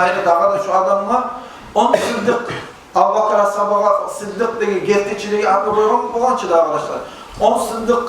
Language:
Kumyk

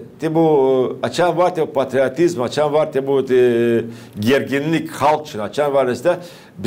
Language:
Gagauz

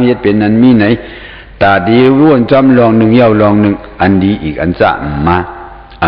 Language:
Shan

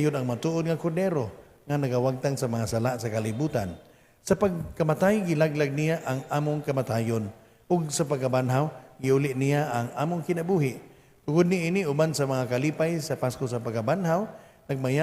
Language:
Cebuano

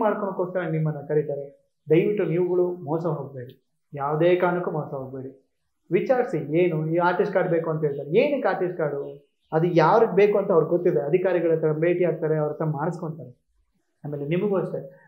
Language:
Kannada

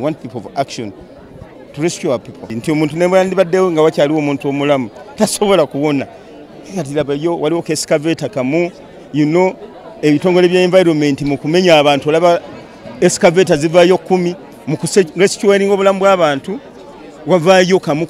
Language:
Ganda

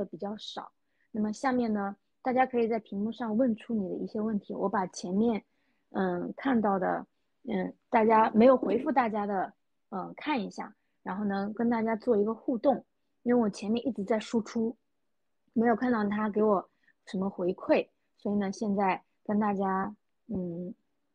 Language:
Chinese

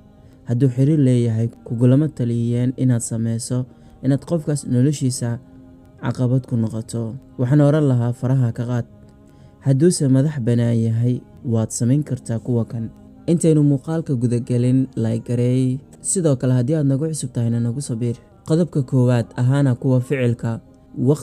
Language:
Somali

